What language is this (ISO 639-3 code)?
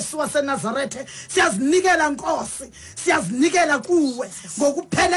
xho